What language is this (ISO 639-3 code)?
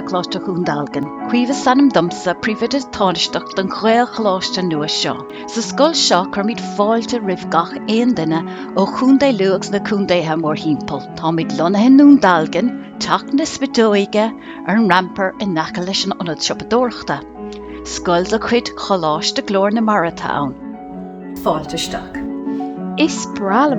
gle